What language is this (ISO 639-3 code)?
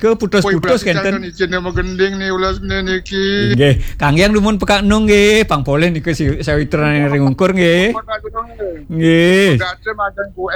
ban